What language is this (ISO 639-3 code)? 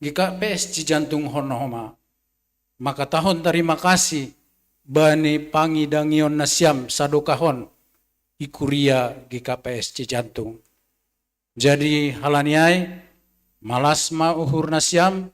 bts